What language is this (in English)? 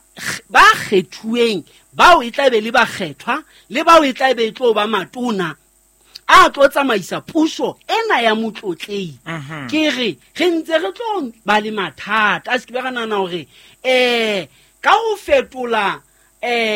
Southern Sotho